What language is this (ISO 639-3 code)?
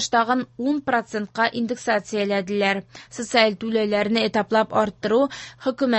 tat